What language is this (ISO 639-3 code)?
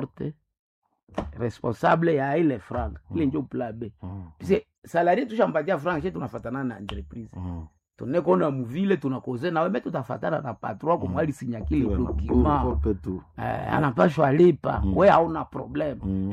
swa